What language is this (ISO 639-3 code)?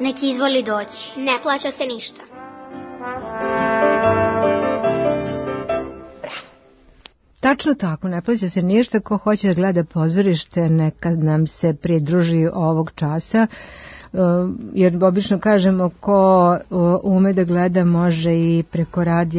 srp